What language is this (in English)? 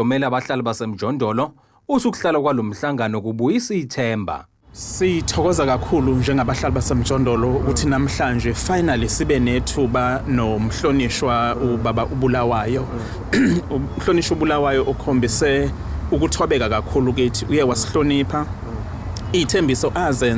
Zulu